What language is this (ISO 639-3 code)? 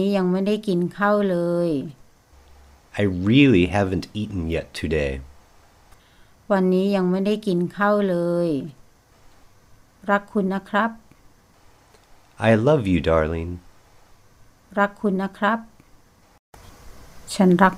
tha